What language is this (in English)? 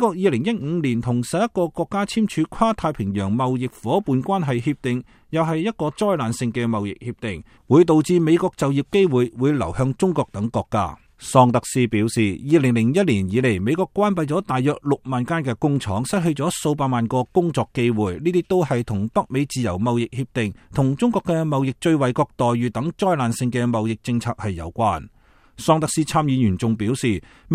Cantonese